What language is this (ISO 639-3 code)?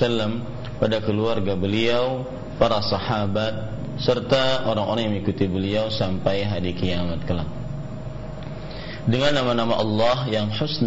ind